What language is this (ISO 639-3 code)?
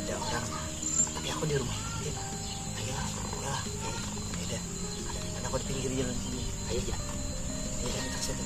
bjn